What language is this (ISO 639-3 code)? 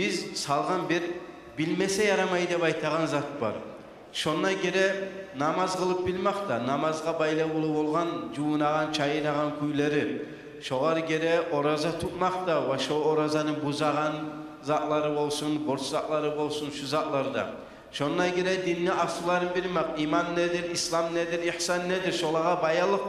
kum